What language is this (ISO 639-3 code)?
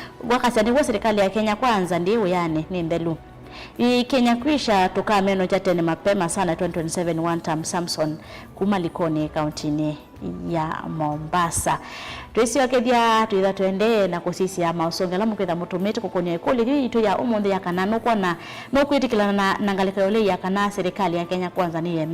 kam